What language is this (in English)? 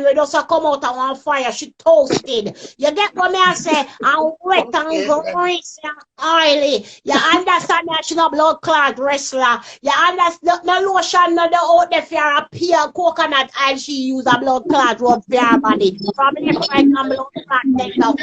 Jamaican Creole English